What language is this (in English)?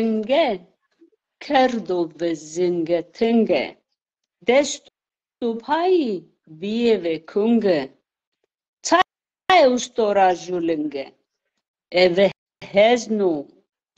Zaza